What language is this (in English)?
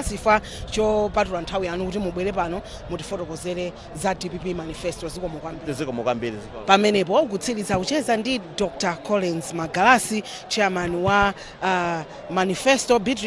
Nyanja